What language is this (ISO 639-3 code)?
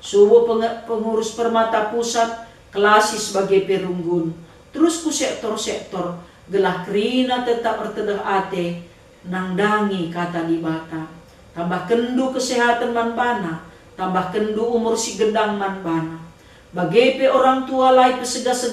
btx